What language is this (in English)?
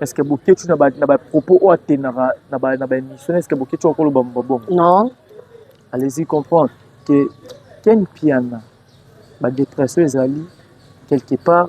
Lingala